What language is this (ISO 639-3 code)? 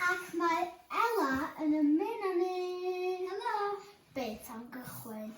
cym